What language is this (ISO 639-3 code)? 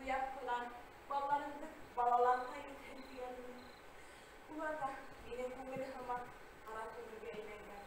bak